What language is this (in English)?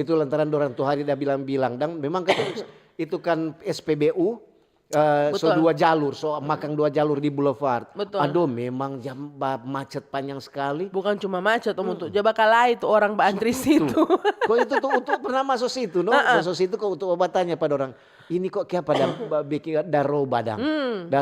Manado Malay